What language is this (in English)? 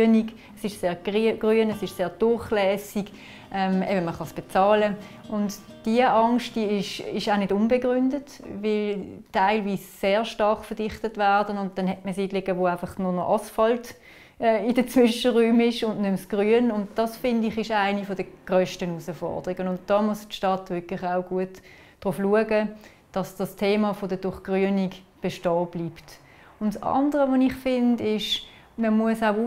German